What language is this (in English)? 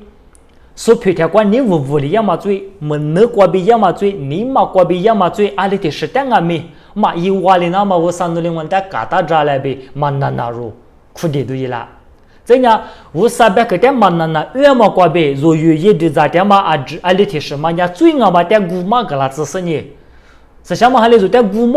Lisu